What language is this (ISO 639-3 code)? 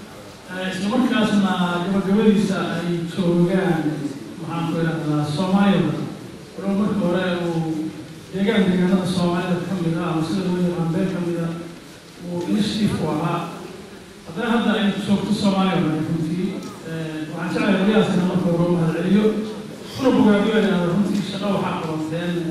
som